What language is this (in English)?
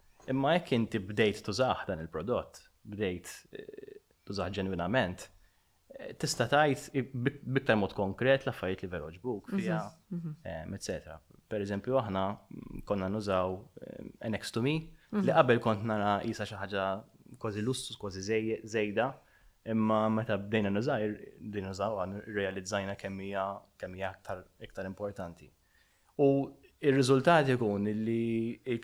Maltese